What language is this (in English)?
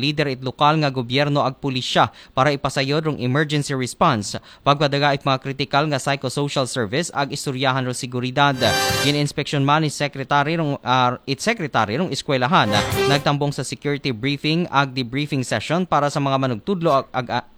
Aklanon